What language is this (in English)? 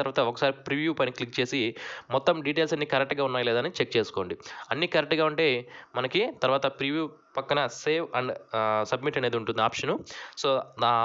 Telugu